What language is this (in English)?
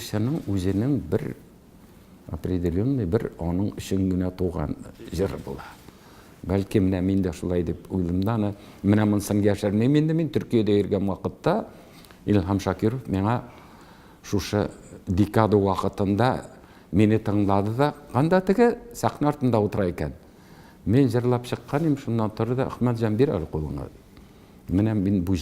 Tatar